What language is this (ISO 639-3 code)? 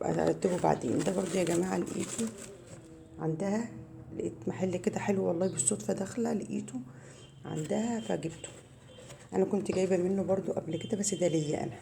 arz